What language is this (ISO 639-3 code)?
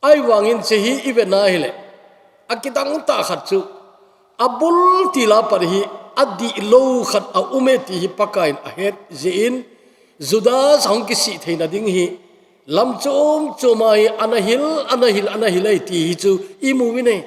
tcz